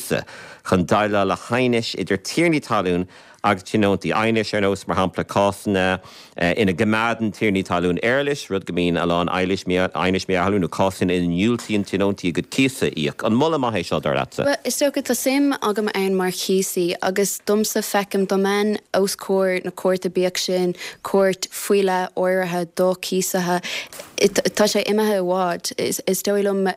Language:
Irish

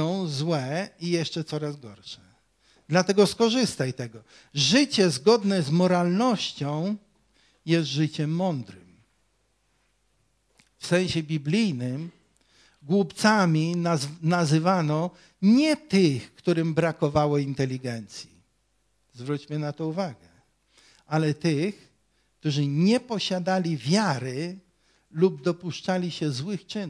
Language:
Polish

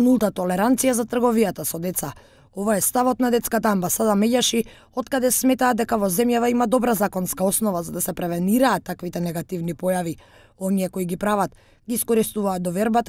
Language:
Macedonian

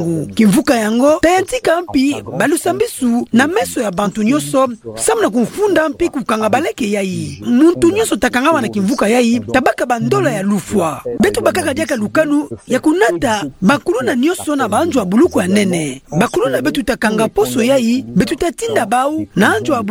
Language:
Kituba (Democratic Republic of Congo)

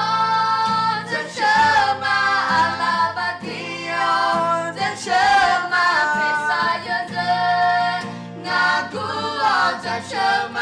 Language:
Akha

